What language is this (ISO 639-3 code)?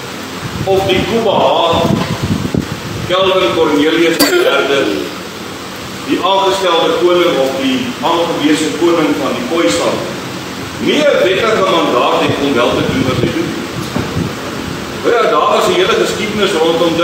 afr